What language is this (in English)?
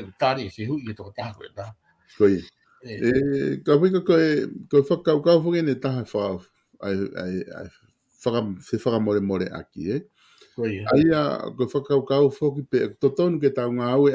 Tongan